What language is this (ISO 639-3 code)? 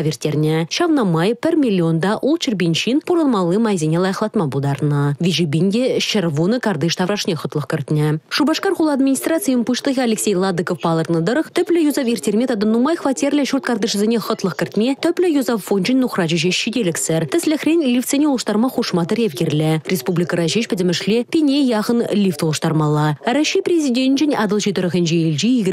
chv